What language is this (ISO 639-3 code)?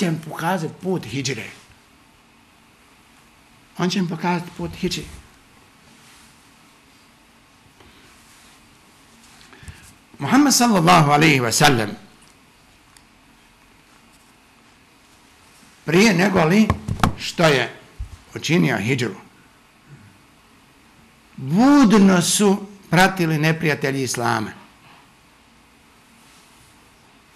bos